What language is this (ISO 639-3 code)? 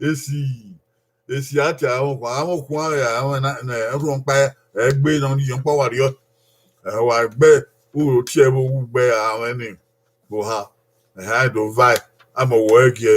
bin